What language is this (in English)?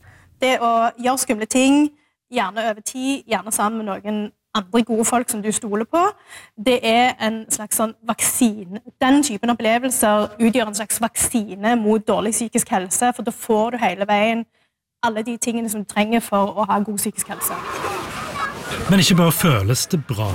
Norwegian